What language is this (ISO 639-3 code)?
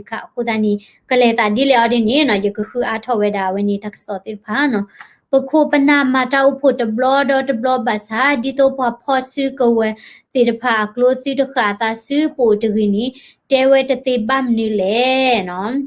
ksw